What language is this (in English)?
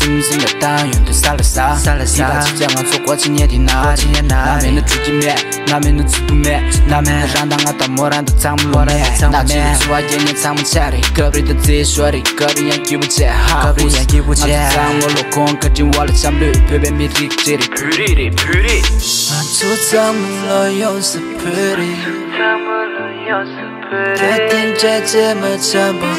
Tibetan